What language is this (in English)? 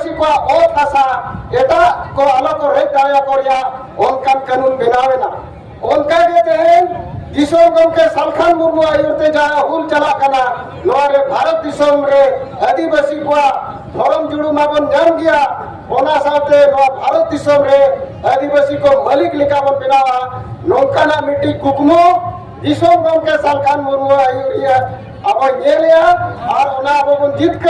Santali